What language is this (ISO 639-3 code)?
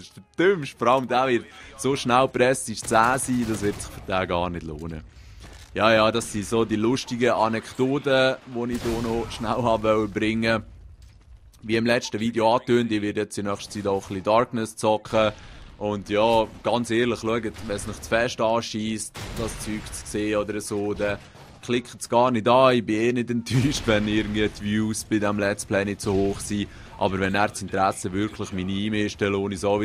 gsw